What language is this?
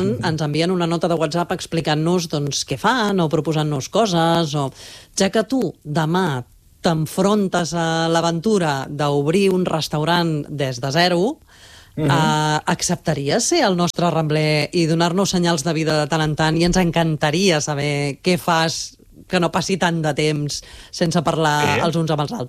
Catalan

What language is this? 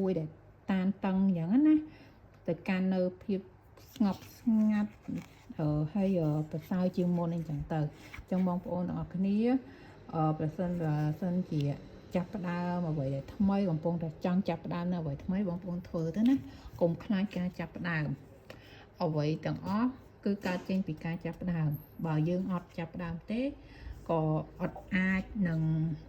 Khmer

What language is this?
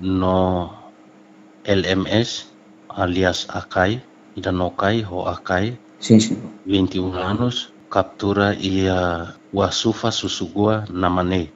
Tetum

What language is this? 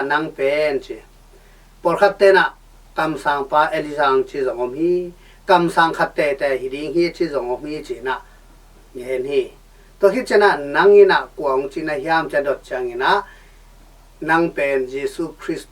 Tedim Chin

